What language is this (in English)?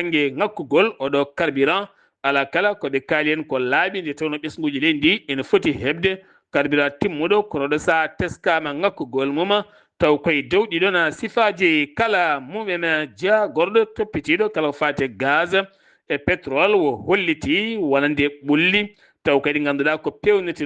Fula